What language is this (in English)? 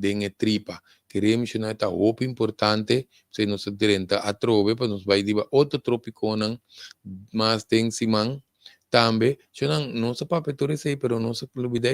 Papiamento